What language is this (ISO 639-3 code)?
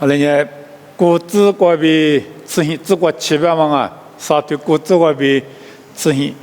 lis